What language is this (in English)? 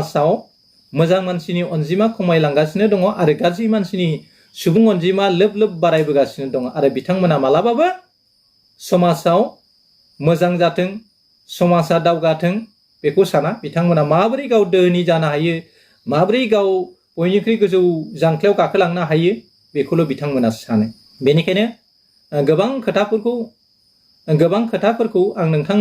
Bodo